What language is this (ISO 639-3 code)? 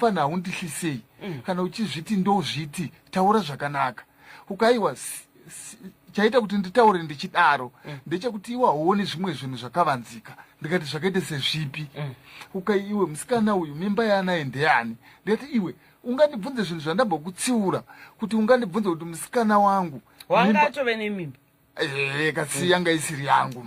sna